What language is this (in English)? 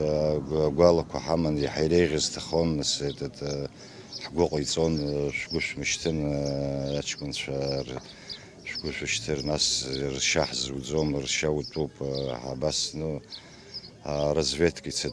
Abkhazian